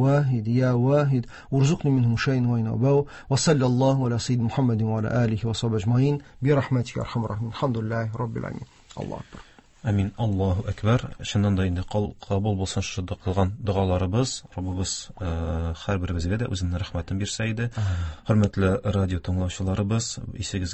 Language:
Tatar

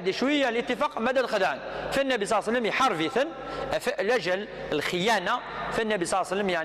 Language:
Kabyle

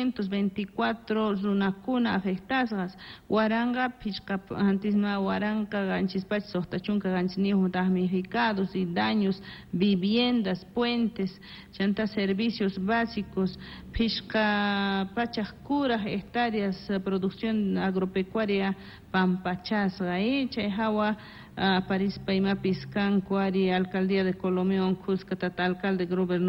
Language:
South Bolivian Quechua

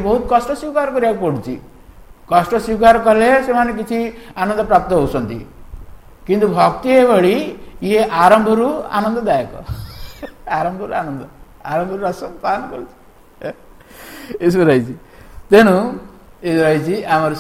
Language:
Odia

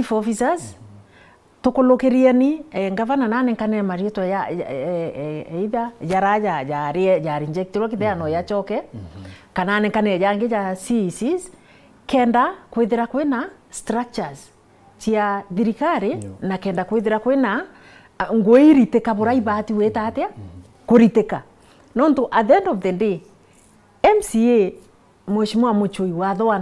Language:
Meru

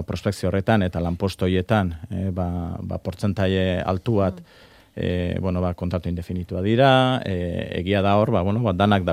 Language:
Basque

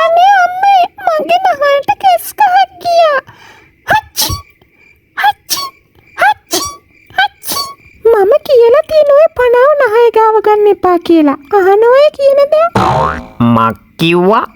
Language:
Sinhala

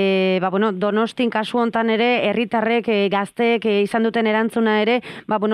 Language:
Basque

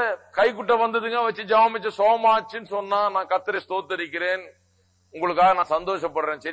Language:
Tamil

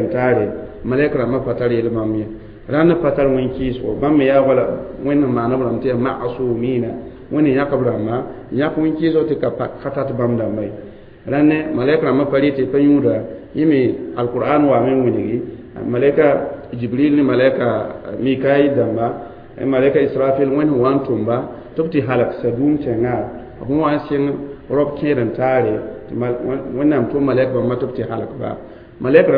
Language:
Mossi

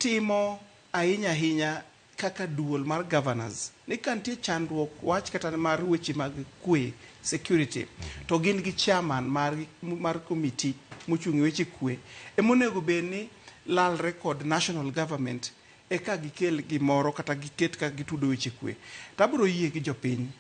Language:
Luo (Kenya and Tanzania)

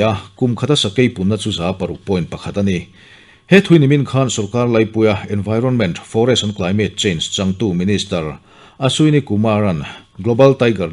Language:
Mizo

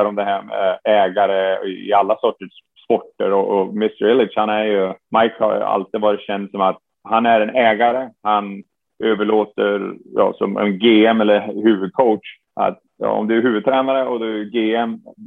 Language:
Swedish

